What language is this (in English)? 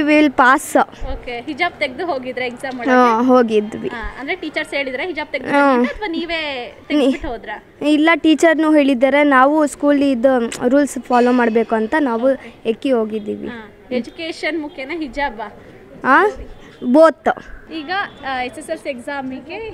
Kannada